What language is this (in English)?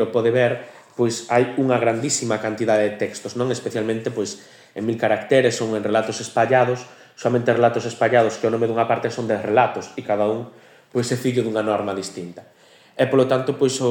Galician